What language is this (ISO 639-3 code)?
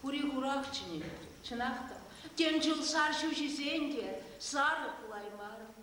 chv